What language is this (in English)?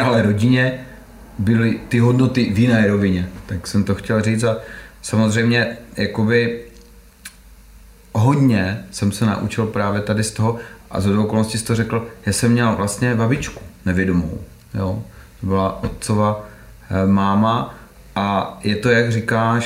Czech